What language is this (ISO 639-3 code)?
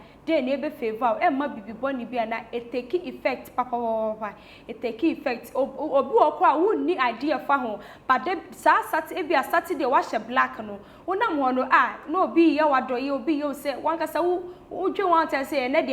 aka